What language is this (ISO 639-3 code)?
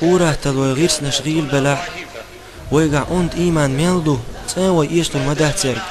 che